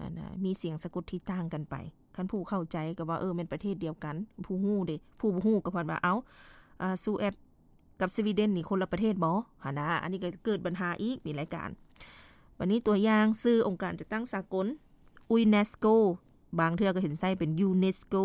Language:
Lao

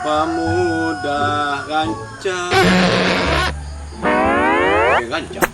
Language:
Minangkabau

